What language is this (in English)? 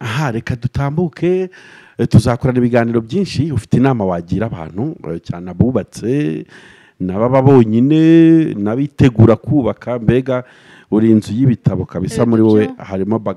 Kinyarwanda